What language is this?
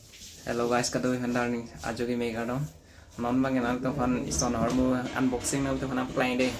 Karbi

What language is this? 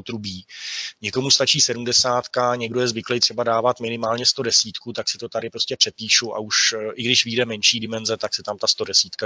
Czech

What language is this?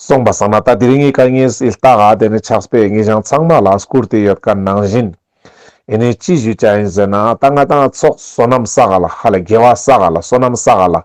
Ladakhi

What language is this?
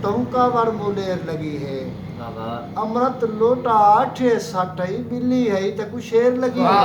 Saraiki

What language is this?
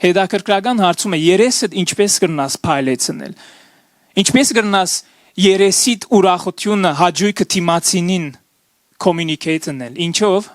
Western Armenian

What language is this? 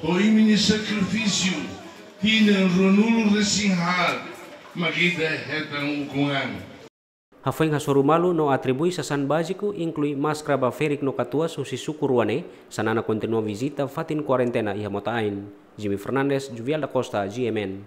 Tetum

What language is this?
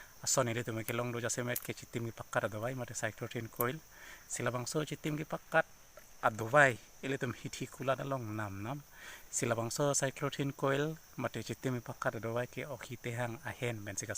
Karbi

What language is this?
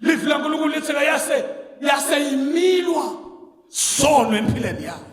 Zulu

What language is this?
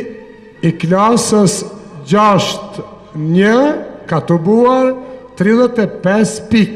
Albanian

